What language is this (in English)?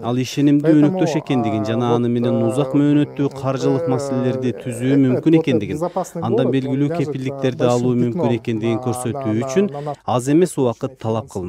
Kyrgyz